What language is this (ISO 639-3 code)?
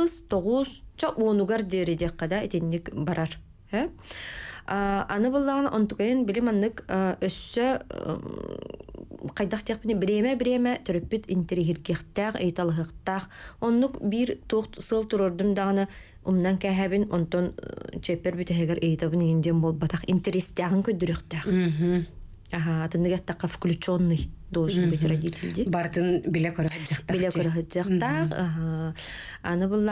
sah